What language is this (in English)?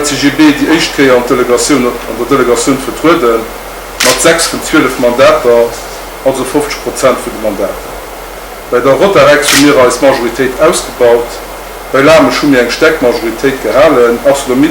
Luxembourgish